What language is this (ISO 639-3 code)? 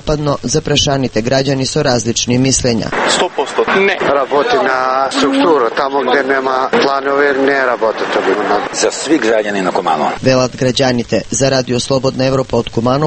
mkd